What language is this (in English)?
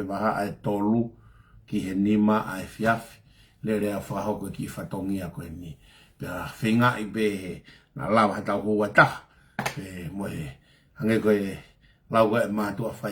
Tongan